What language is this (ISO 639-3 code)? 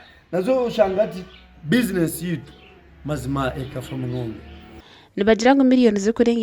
nyn